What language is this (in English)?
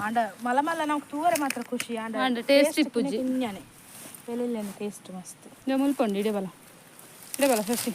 Tulu